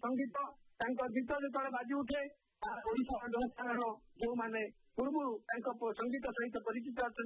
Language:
Odia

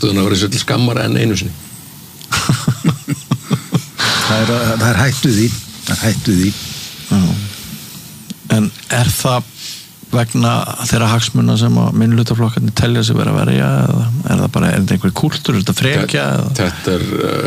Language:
Icelandic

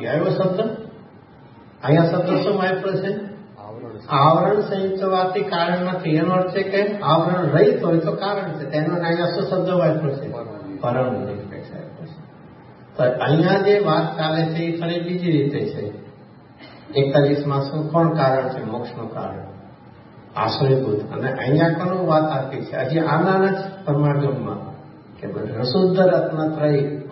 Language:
Gujarati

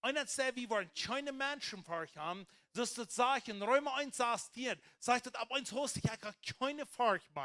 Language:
Plautdietsch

